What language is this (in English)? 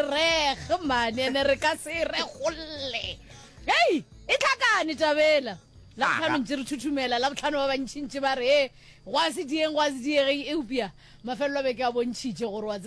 Northern Sotho